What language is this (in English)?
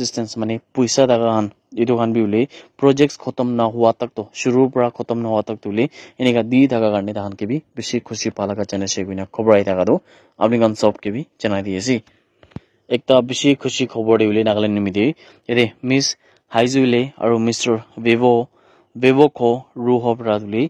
Naga Pidgin